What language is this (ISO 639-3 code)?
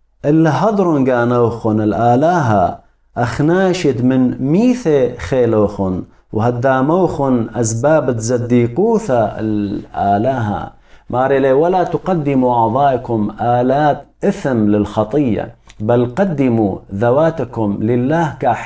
aii